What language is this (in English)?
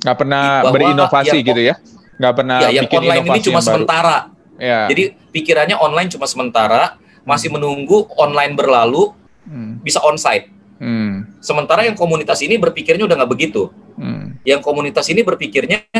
Indonesian